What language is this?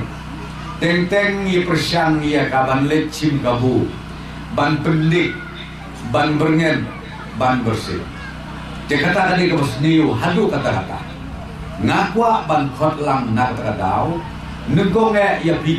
Khasi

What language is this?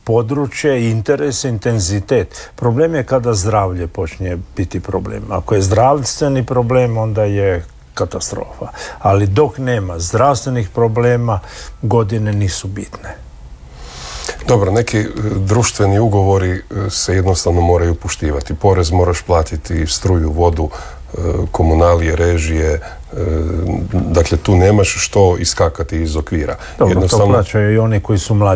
Croatian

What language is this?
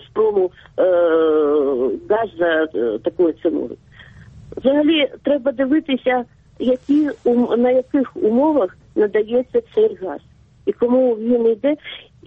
Ukrainian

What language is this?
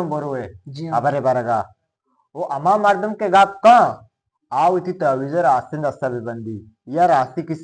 Eastern Balochi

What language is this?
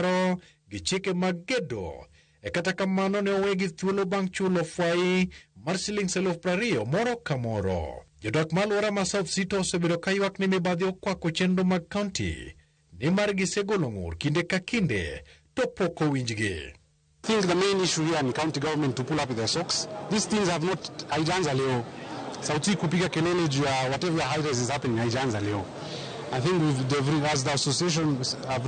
Luo (Kenya and Tanzania)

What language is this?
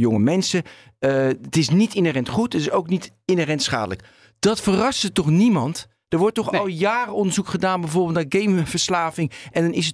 Dutch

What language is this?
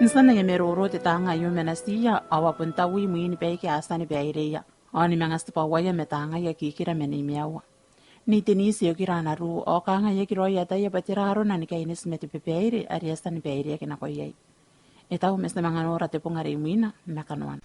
Gilbertese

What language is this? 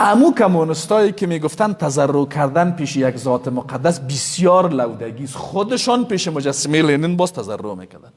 Persian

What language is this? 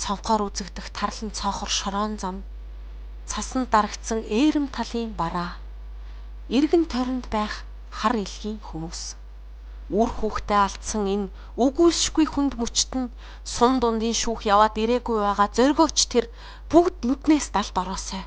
Mongolian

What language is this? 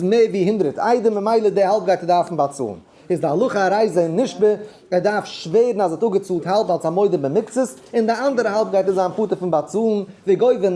Yiddish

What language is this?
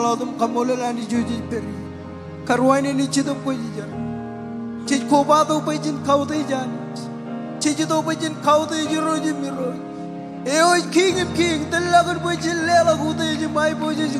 Marshallese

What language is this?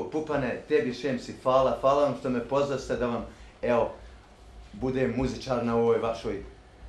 Bosnian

